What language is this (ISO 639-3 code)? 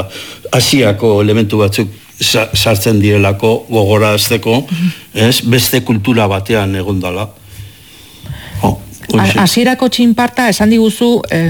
eus